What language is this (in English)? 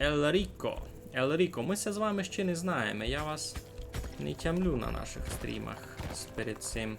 Rusyn